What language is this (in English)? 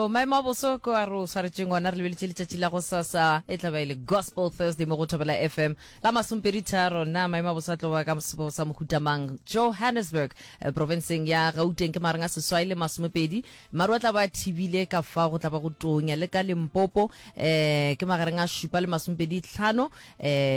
Northern Sotho